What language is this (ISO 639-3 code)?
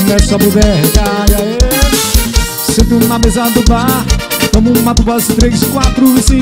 por